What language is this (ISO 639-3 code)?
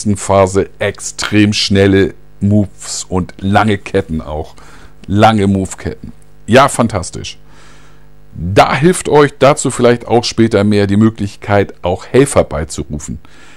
deu